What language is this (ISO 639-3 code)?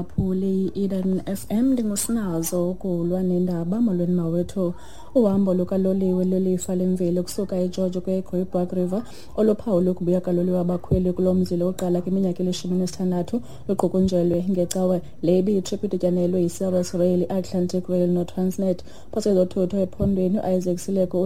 xho